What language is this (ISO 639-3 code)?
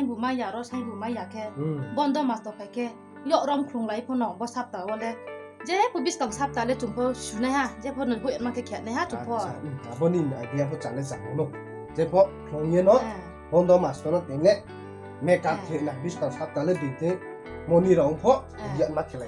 trp